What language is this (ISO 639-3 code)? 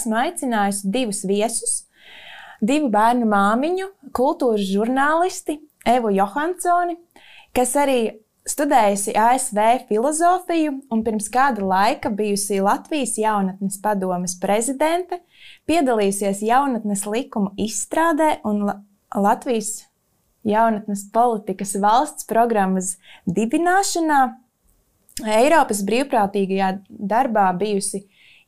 lav